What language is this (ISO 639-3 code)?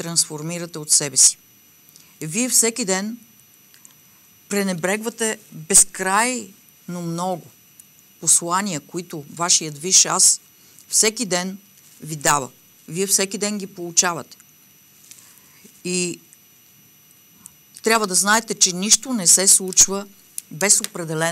bul